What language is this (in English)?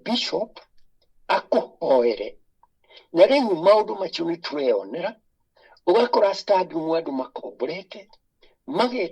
Kikuyu